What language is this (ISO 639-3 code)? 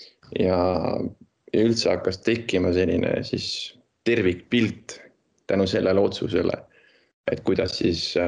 est